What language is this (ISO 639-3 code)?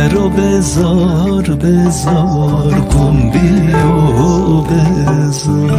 zza